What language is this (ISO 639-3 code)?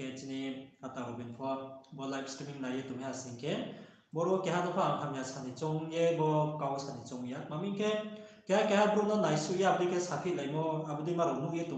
ria